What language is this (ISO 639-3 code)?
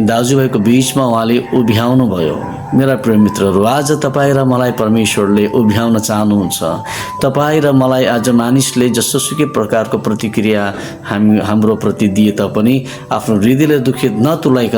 nep